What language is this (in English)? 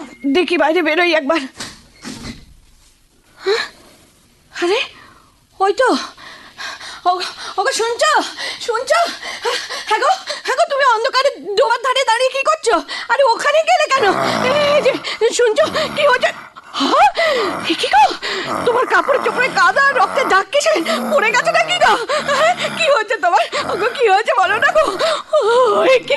Bangla